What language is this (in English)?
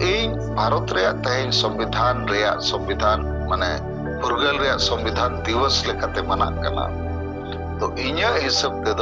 Santali